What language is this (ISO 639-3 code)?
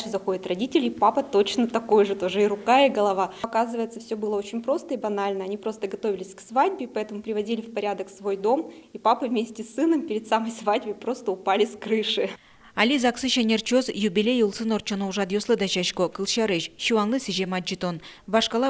udm